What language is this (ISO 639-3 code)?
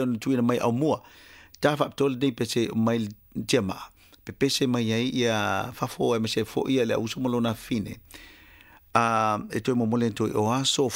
smo